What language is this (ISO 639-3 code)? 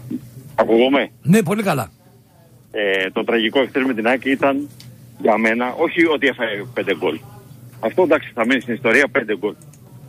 ell